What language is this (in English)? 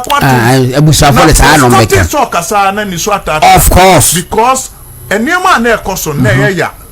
Akan